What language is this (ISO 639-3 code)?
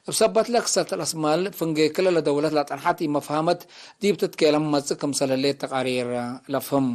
tig